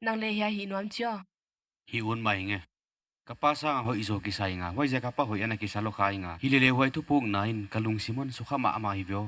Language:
Paite Chin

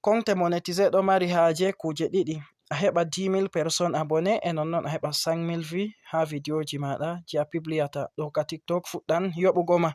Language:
Fula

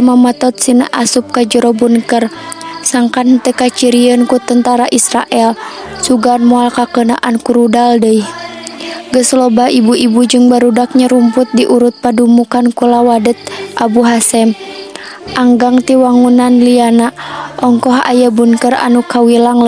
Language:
Sundanese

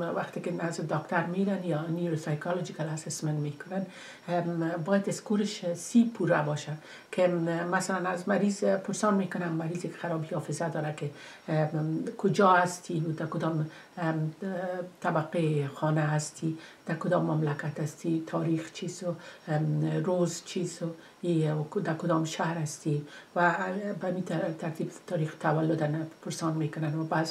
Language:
Persian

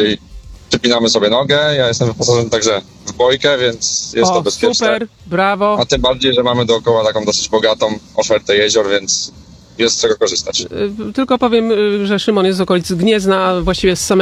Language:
Polish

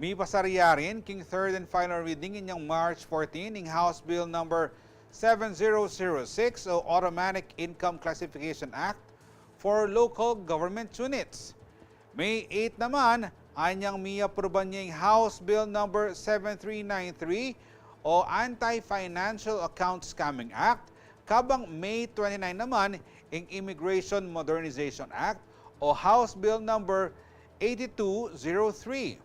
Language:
Pampanga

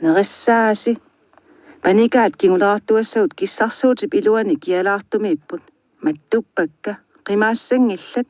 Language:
Kalaallisut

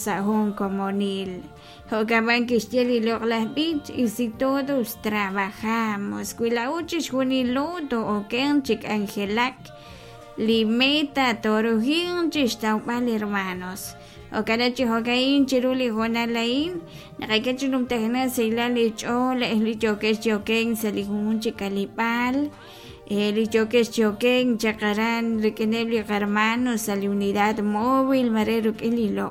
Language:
Kekchí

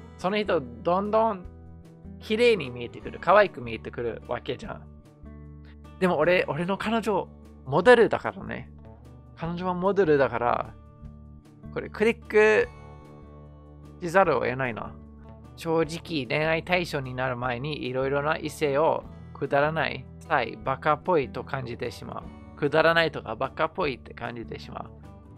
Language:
Japanese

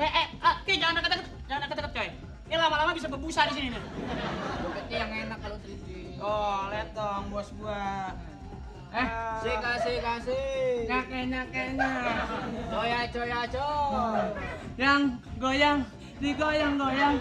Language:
Betawi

